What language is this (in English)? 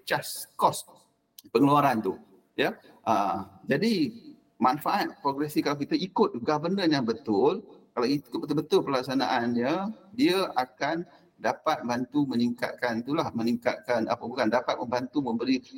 Malay